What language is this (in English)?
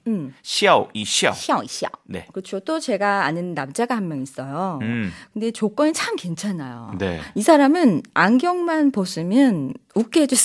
Korean